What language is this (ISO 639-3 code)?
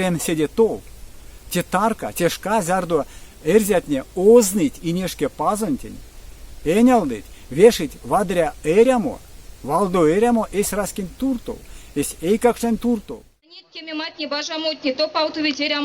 myv